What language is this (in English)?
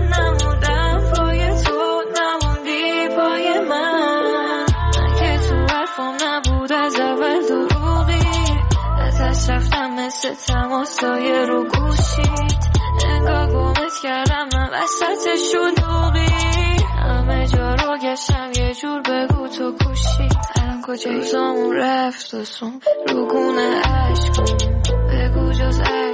Persian